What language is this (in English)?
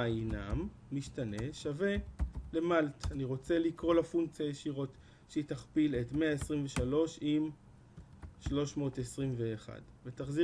Hebrew